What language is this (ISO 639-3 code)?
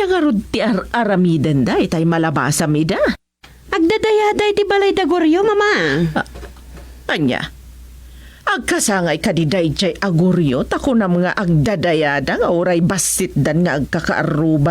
ilo